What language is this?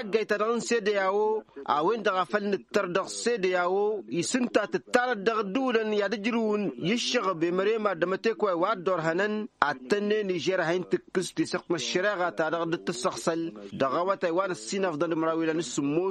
Tamasheq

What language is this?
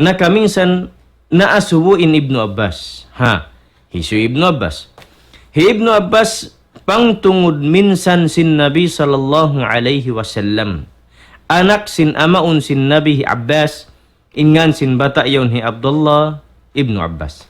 Tausug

